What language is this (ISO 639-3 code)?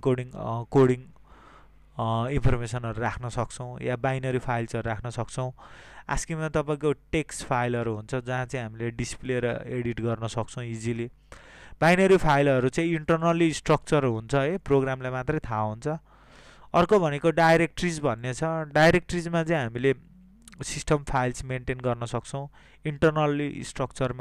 nep